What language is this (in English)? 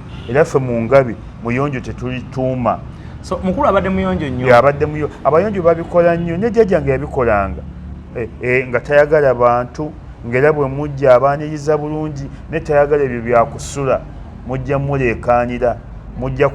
Ganda